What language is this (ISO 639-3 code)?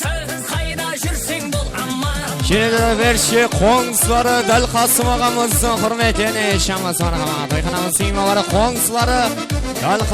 kaa